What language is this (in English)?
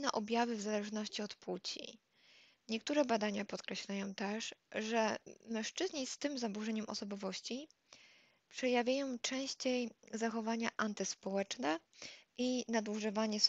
Polish